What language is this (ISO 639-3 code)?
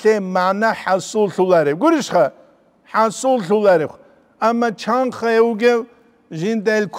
ava